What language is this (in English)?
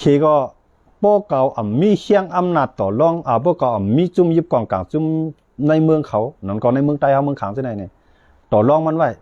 Shan